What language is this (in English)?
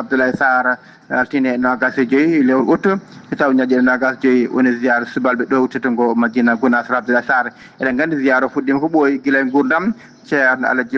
Fula